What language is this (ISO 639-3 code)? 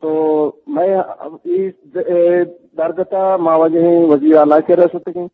bgp